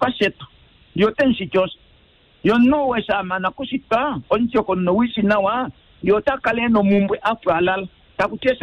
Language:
Kuanyama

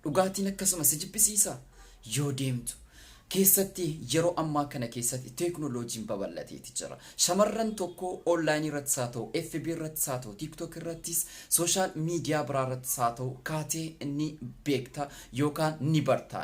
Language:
Oromo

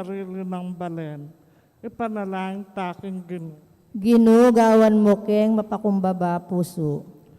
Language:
Pampanga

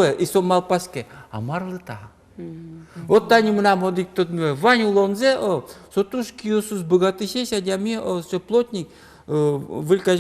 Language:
Udmurt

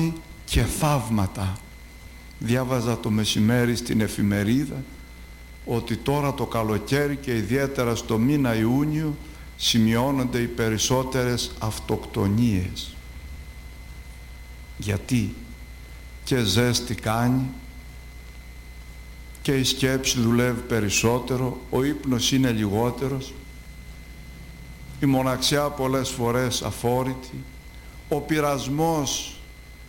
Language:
Greek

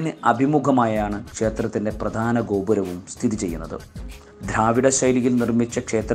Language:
Malayalam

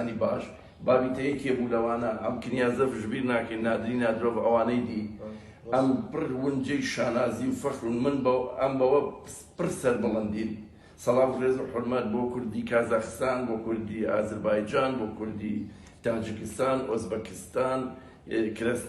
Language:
Kurdish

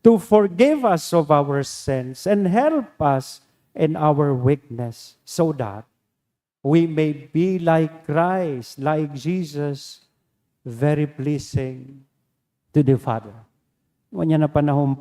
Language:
Bikol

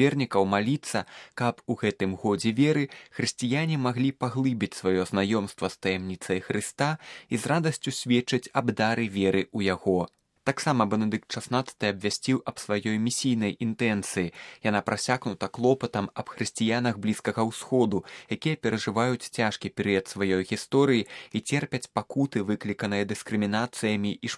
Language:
Belarusian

